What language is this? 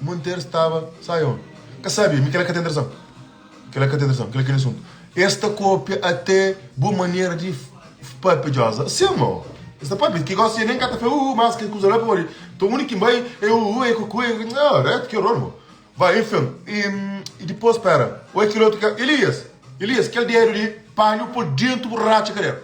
Kabuverdianu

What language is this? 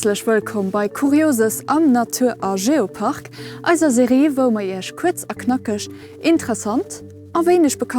Luxembourgish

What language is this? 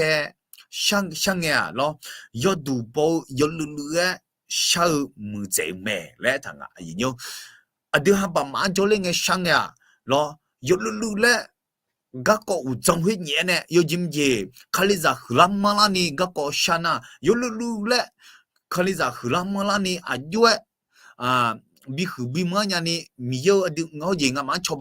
Akha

